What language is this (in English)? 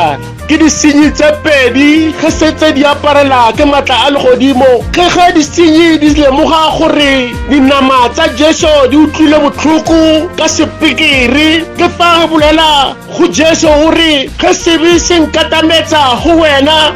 Tswana